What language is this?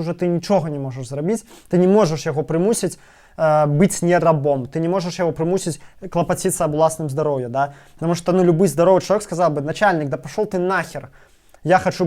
Belarusian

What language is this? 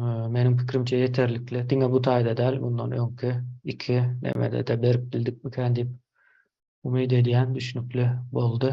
Turkmen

